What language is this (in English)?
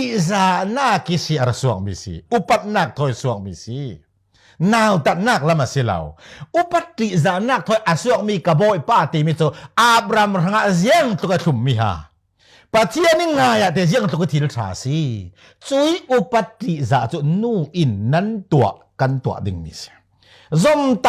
Falam Chin